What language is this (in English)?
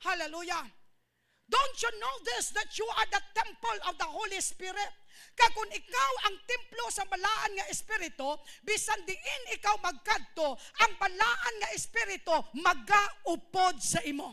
Hiligaynon